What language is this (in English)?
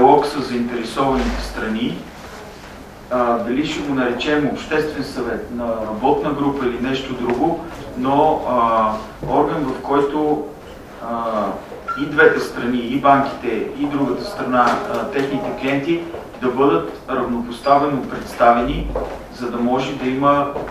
Bulgarian